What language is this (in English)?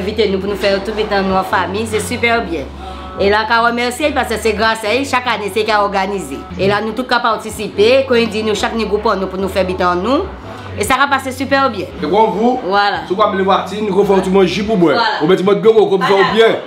Guadeloupean Creole French